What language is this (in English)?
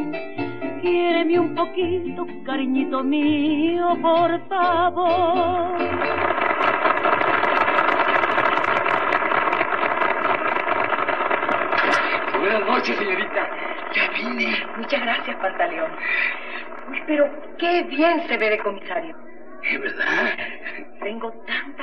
Spanish